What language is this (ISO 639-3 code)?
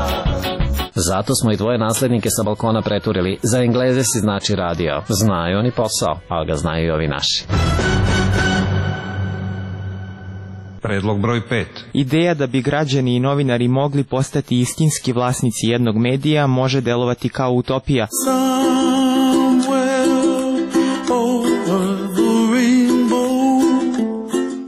srp